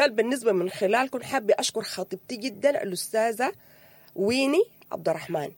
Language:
Sudanese Arabic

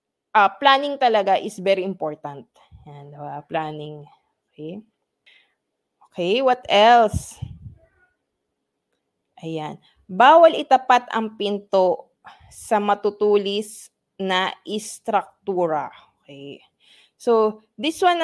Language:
Filipino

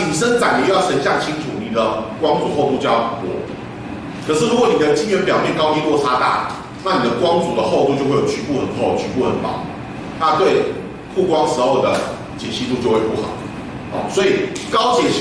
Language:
Chinese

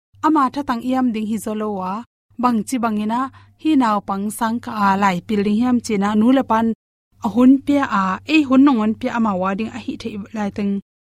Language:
Tedim Chin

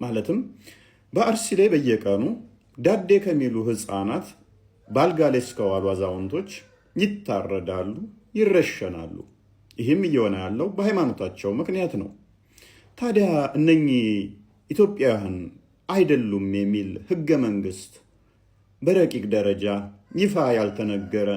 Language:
Amharic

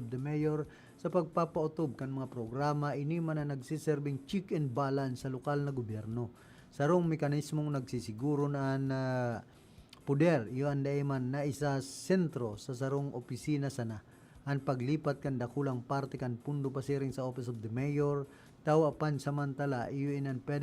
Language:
Bikol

